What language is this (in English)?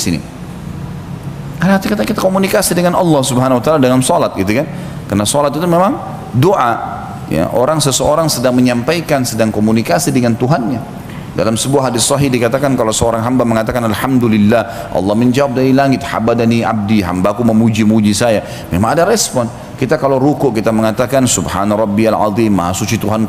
Indonesian